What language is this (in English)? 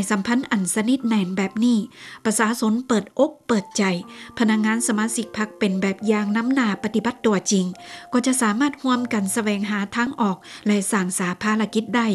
Lao